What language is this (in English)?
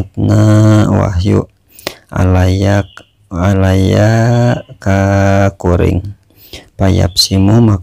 Sundanese